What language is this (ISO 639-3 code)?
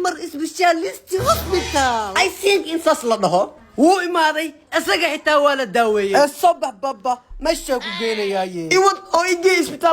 som